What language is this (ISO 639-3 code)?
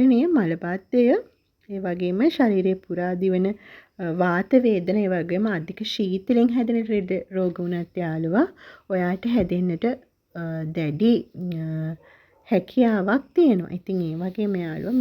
sin